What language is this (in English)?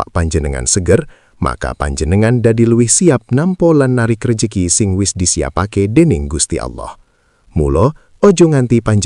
Javanese